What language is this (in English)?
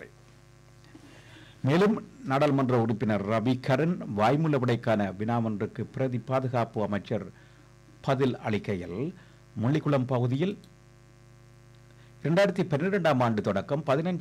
Tamil